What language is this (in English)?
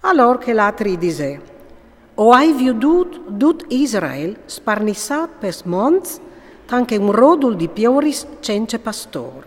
Friulian